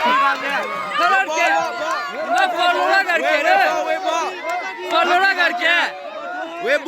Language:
S'gaw Karen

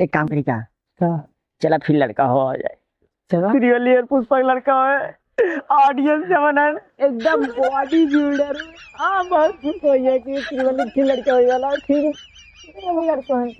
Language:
Awadhi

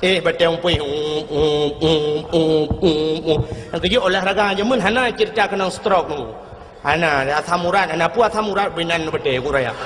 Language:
Achinese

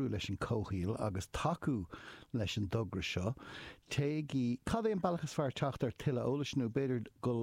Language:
Irish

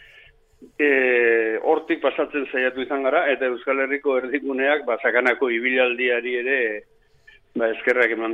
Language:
Basque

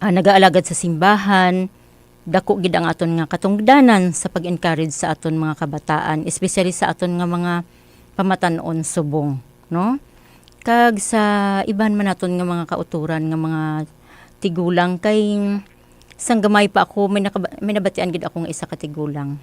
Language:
Hiligaynon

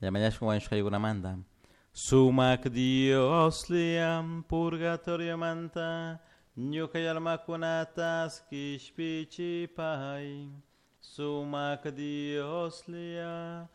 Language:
Chimborazo Highland Quichua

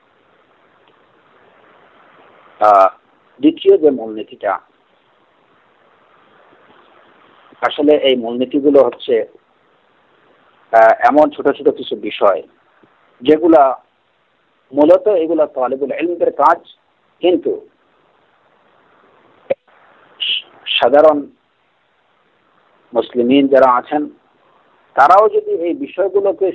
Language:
Bangla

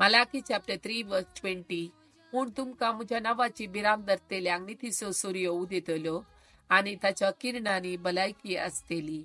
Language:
Konkani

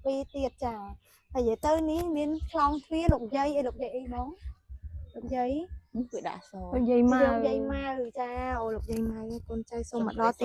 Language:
Khmer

